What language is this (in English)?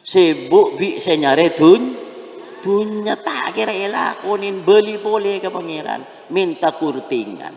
Madurese